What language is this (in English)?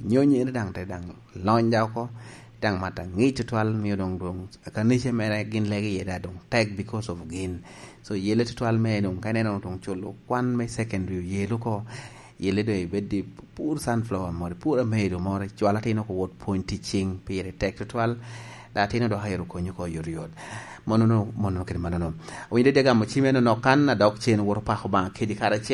Lango (Uganda)